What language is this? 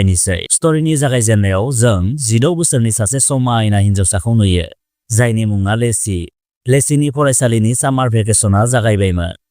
Bodo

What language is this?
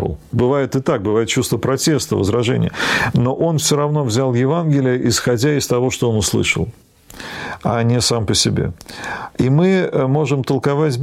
Russian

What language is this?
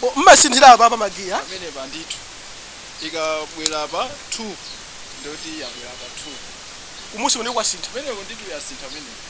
Nyanja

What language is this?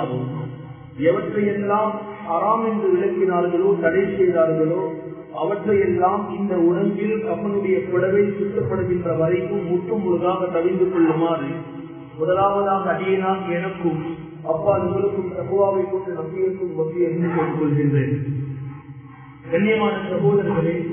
Tamil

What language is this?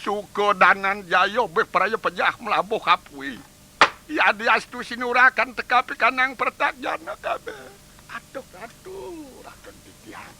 Balinese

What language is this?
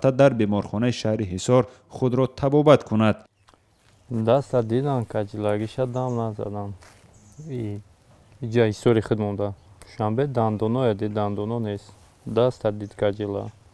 Tajik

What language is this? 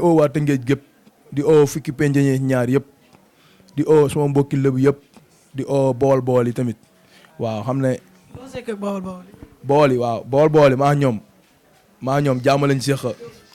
Wolof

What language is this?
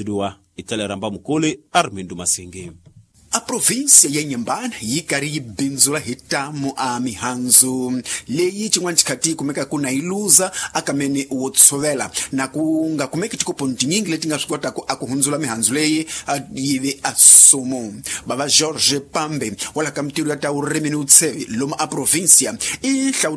Tsonga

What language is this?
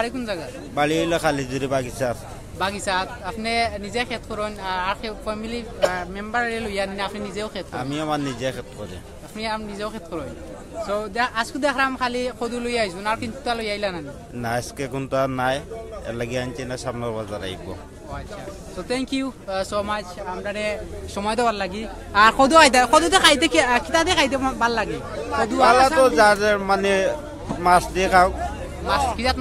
Sylheti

